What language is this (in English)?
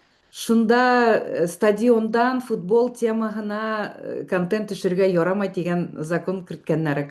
Bashkir